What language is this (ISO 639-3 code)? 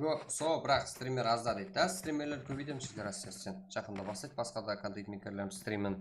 kaa